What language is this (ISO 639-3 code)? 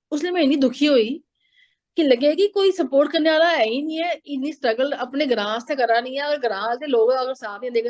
doi